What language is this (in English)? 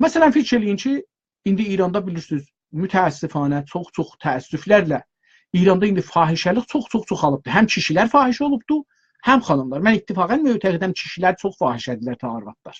South Azerbaijani